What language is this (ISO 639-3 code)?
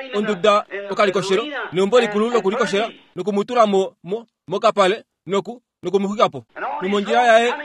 kua